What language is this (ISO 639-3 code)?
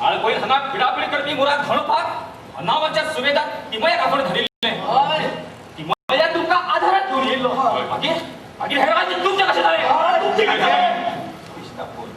kok